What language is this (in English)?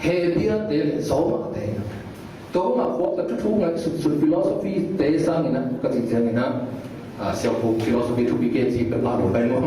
Tedim Chin